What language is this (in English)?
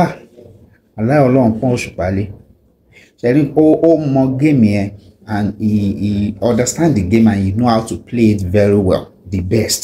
Yoruba